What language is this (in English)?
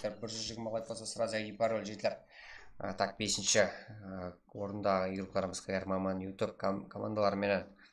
Kara-Kalpak